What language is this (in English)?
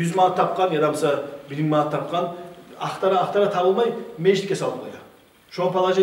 Kumyk